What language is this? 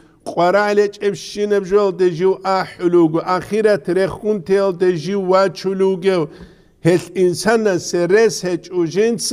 Avaric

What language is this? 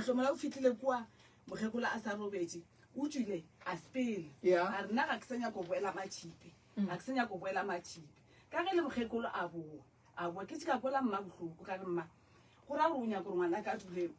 Northern Sotho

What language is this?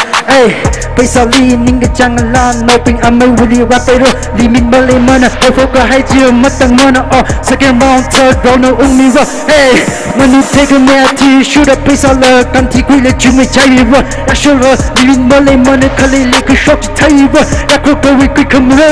Tangkhul Naga (India)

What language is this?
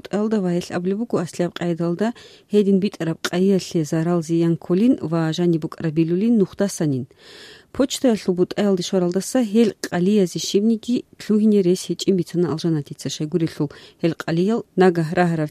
Avaric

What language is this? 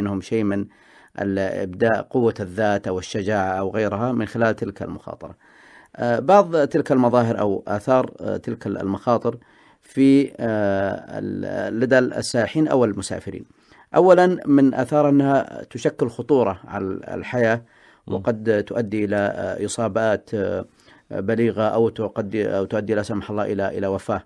Arabic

